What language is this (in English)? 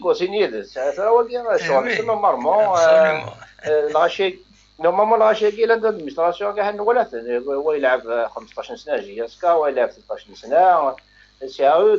Kabyle